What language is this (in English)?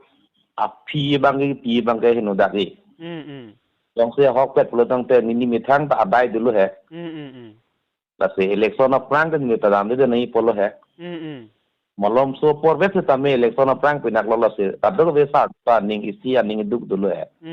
Karbi